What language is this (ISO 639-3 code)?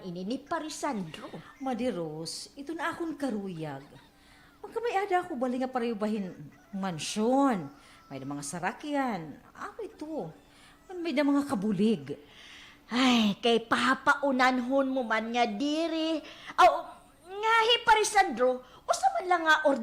war